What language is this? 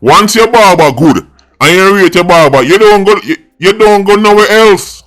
Jamaican Creole English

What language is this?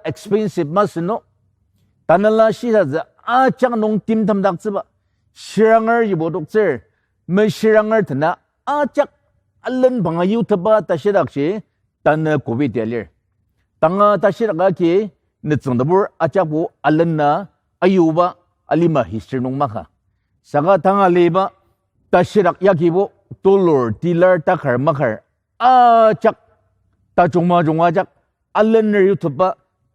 Ao Naga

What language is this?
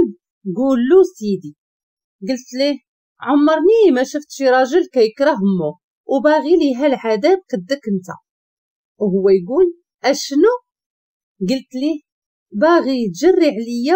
Moroccan Arabic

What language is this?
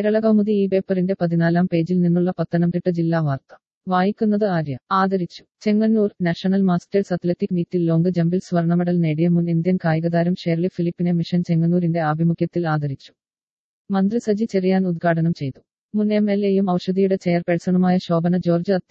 Malayalam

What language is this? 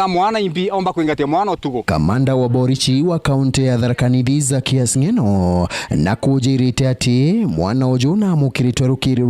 Meru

